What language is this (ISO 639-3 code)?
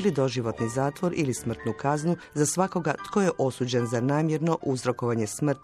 hrv